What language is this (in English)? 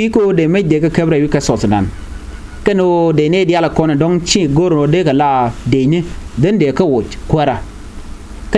Nuer